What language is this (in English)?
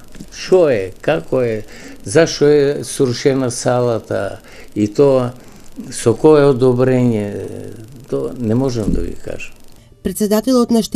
Macedonian